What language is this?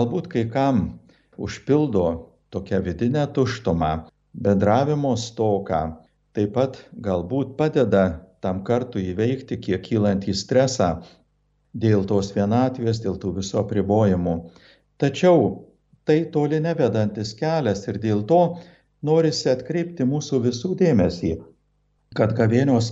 Lithuanian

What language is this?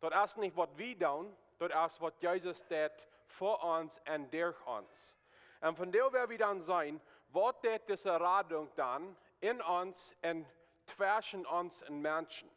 Plautdietsch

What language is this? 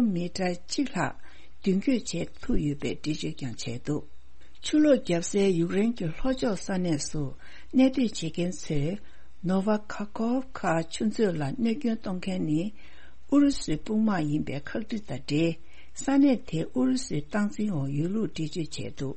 Tibetan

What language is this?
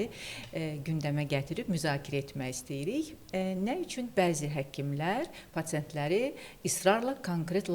Azerbaijani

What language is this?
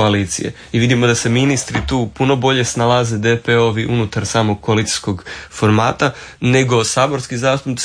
Croatian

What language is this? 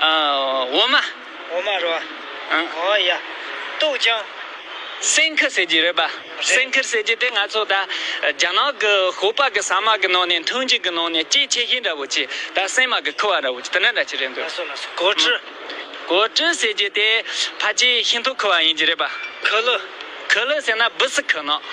Tibetan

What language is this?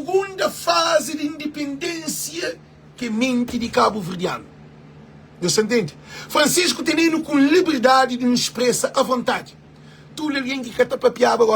Kabuverdianu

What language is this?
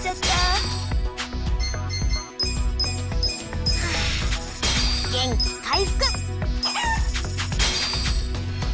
Japanese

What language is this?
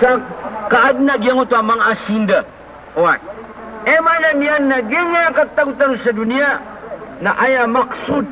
Maranao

